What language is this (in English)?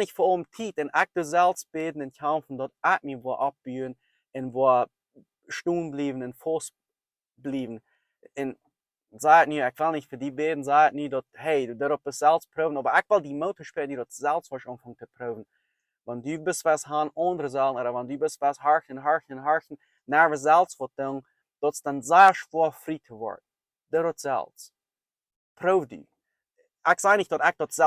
Plautdietsch